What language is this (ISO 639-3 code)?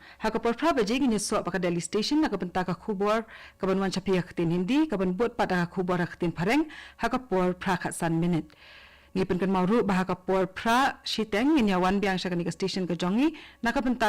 kha